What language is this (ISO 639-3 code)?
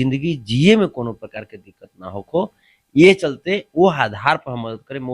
bho